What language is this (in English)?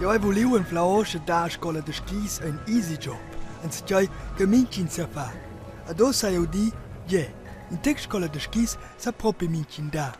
Romansh